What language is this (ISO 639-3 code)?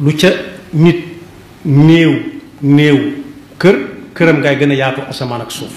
wol